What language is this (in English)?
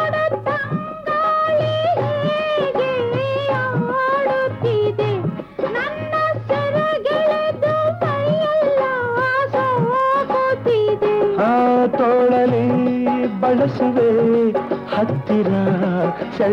Kannada